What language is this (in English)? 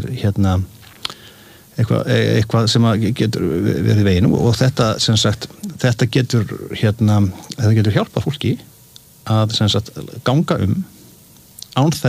Icelandic